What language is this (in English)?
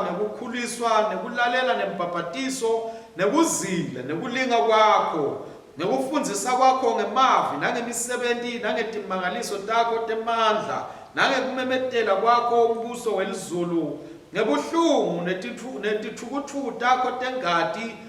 Swati